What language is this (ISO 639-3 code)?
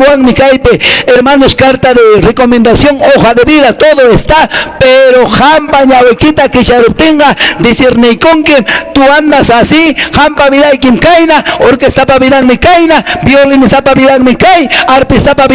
que